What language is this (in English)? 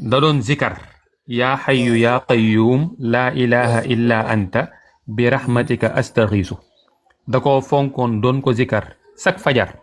Wolof